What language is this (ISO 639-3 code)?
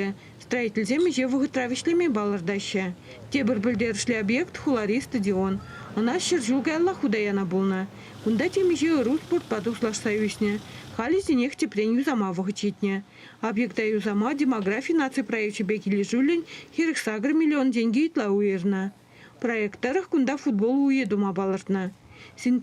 chv